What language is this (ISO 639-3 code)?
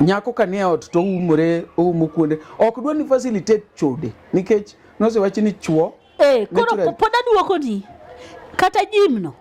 luo